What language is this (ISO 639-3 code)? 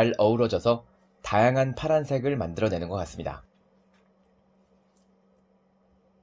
kor